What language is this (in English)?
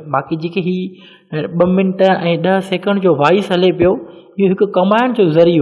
Sindhi